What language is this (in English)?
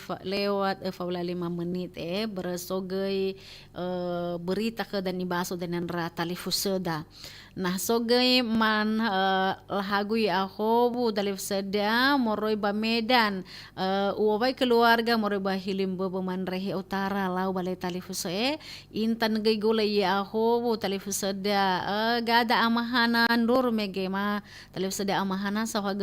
Nias